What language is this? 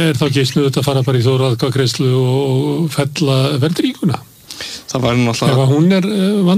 Icelandic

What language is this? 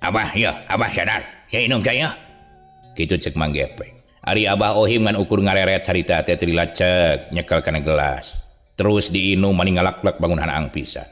Sundanese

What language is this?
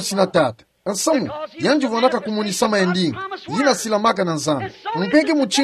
Kituba (Democratic Republic of Congo)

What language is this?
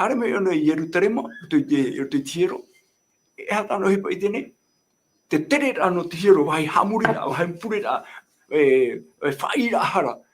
Tahitian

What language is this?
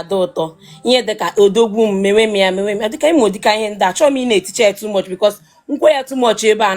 Igbo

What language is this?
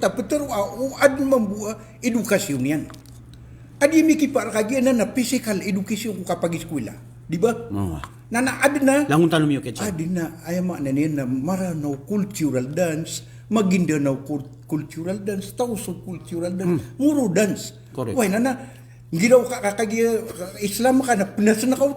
Maranao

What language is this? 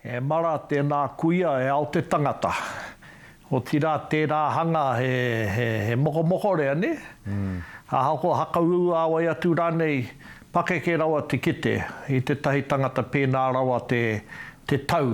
Māori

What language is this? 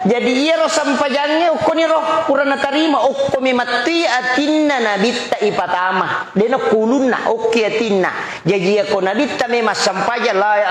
Buginese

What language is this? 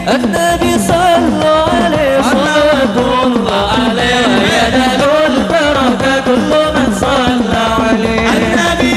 Banjar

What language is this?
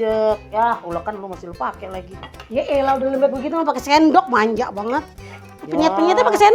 Betawi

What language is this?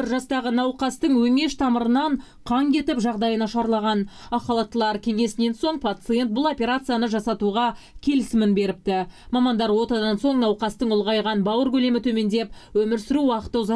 Kazakh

